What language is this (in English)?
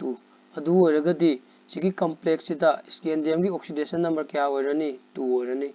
Manipuri